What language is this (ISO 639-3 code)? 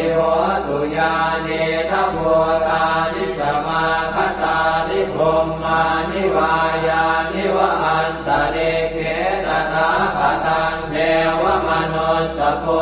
pli